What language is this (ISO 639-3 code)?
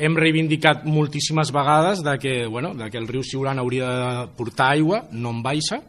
cat